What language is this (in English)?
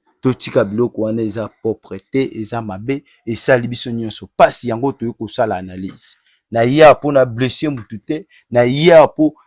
Lingala